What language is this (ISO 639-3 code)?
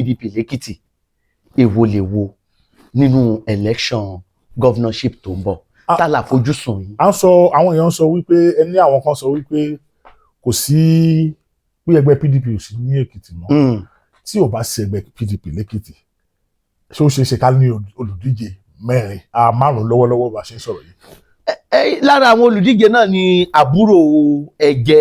yor